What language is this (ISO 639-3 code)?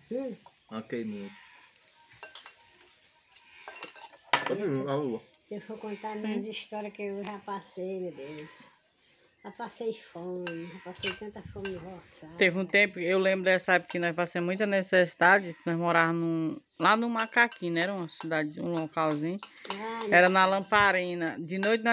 por